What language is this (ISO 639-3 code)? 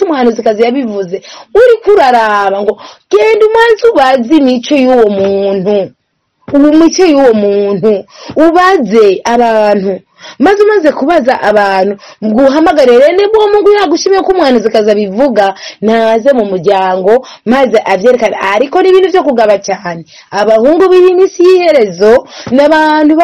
run